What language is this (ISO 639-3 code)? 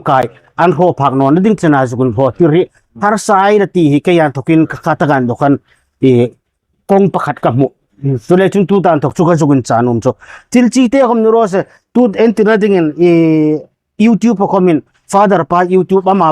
hmr